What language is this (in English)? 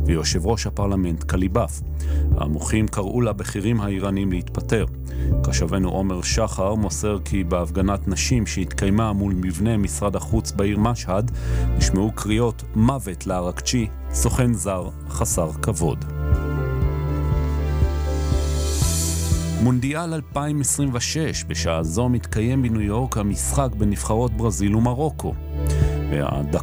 Hebrew